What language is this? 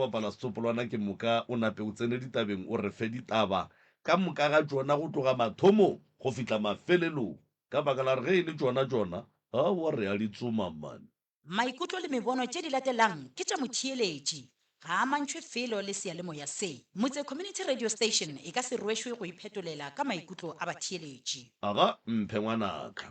Northern Sotho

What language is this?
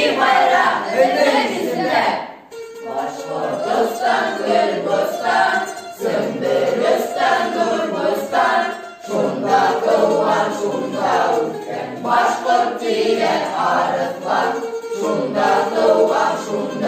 Bashkir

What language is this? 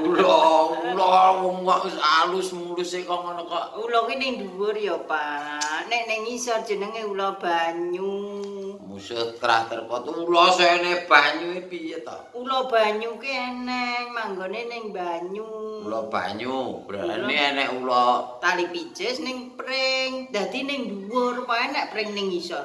Javanese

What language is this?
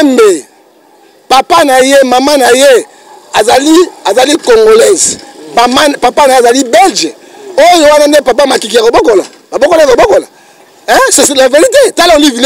Lingala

